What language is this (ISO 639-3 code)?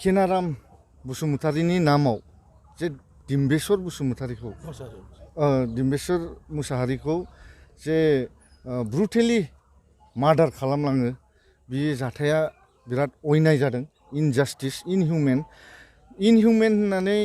brx